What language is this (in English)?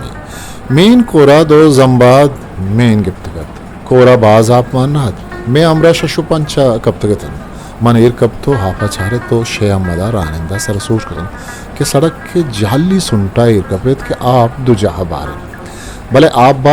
Eastern Balochi